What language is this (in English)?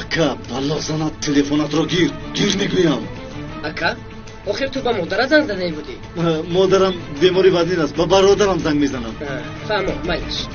Tajik